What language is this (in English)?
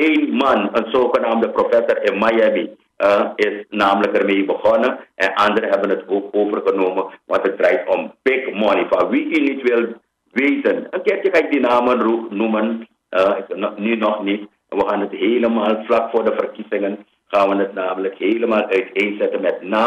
Dutch